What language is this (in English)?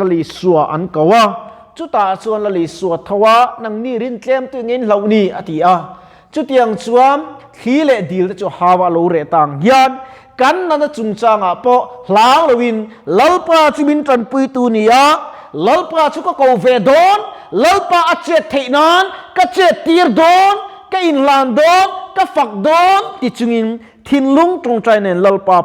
Mizo